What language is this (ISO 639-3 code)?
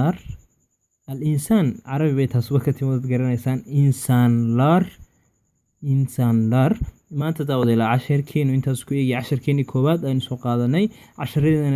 som